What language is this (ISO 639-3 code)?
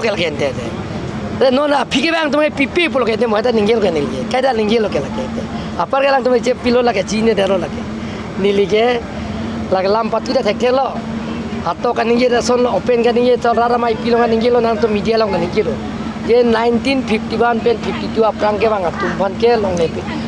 mjw